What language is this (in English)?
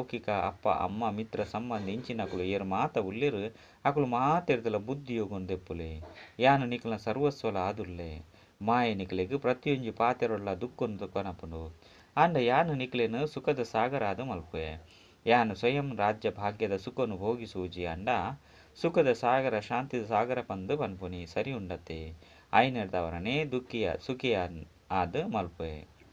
Tulu